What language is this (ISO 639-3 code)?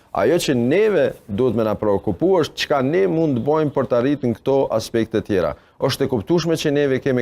sqi